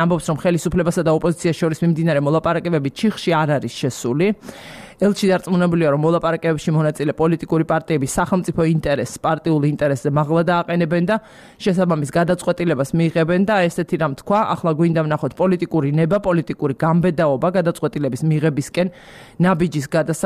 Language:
Georgian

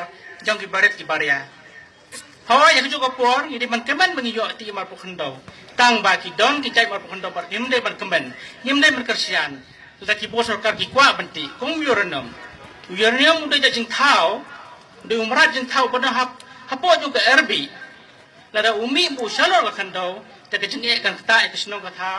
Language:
Khasi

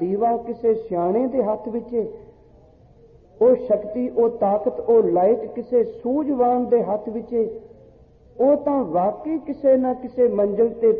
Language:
Punjabi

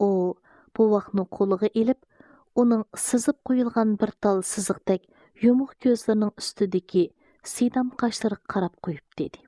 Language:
Uyghur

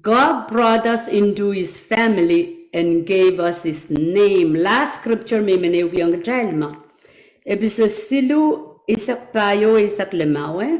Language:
Pohnpeian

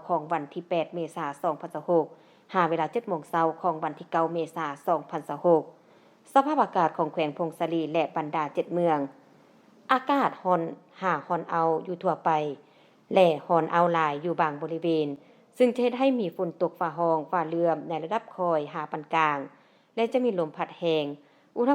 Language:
Lao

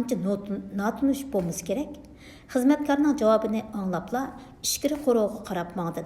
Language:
Uyghur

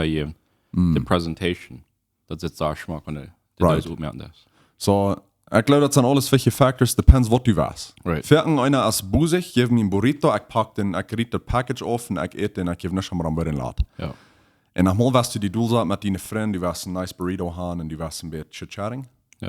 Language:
Plautdietsch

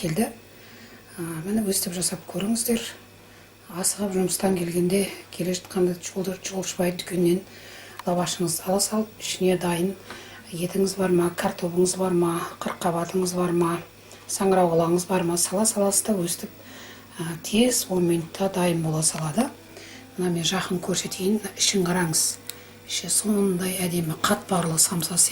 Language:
Kazakh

